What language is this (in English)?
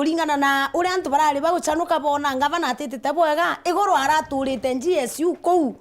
Meru